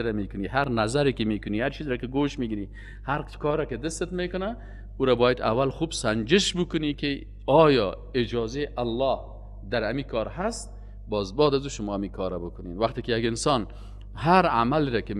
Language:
Persian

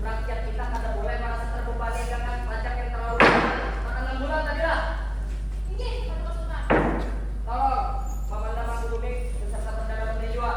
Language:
Banjar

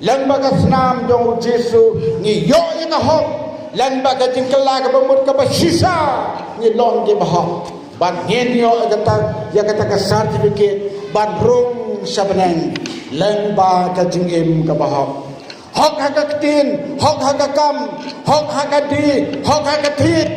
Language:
Khasi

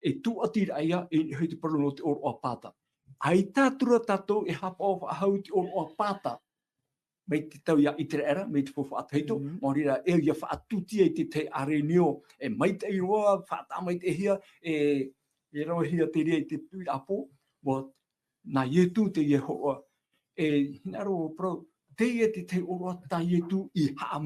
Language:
Tahitian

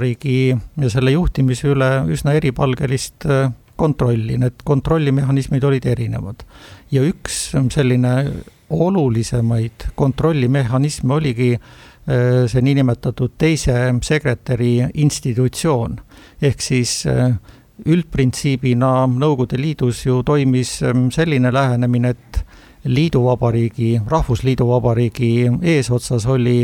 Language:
Estonian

